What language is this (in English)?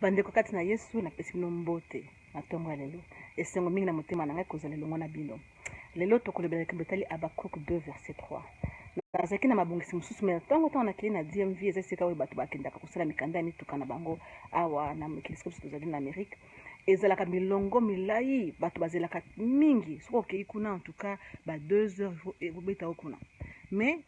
Lingala